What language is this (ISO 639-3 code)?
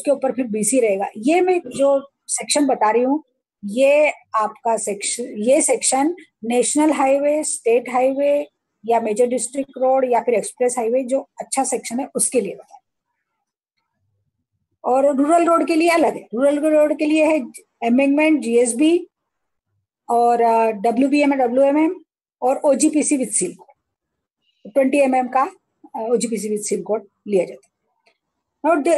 hin